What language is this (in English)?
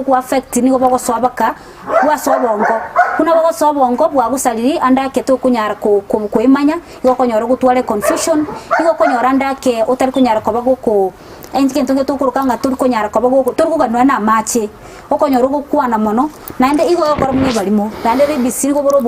Gusii